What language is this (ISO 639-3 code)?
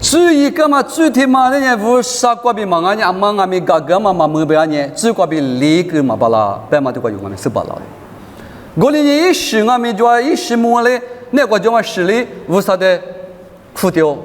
lis